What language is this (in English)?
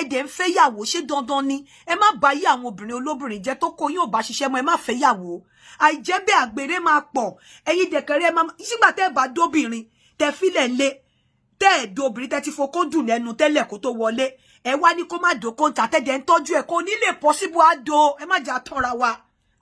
Yoruba